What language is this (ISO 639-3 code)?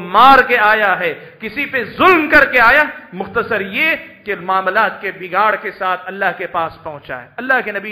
urd